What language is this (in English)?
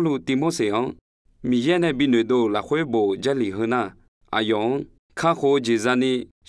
Akha